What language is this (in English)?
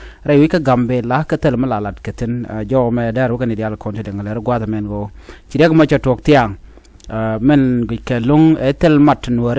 Nuer